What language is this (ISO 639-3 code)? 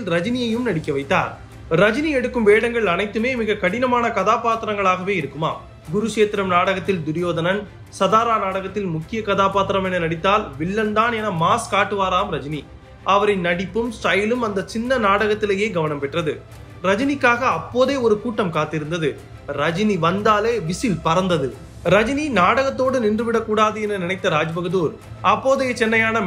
tam